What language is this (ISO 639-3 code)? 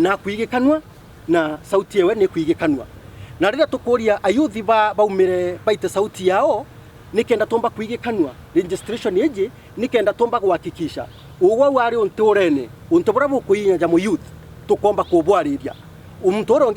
mer